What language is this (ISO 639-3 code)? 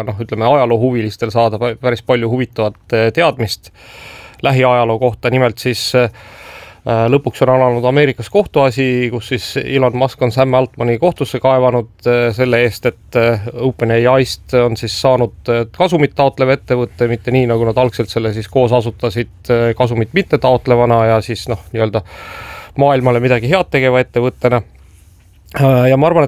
est